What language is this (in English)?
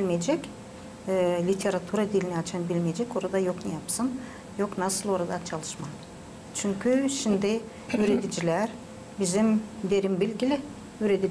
Gagauz